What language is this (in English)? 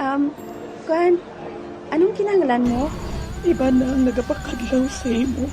Hiligaynon